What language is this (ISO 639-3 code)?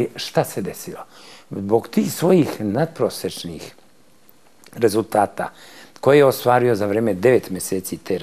srp